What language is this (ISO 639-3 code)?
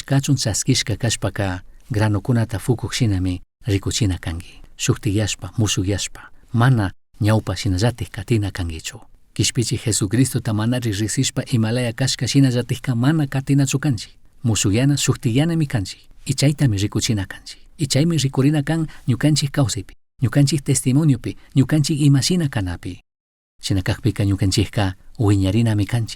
qug